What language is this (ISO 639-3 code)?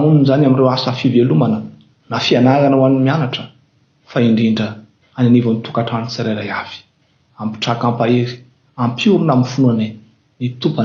mlg